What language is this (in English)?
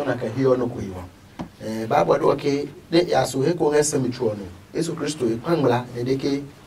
Adangme